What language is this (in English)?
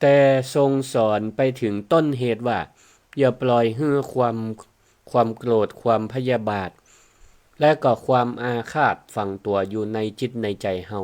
Northern Thai